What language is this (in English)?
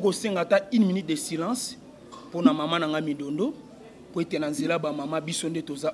Lingala